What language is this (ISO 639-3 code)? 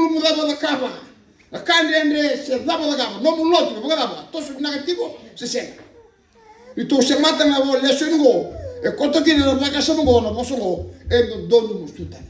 fij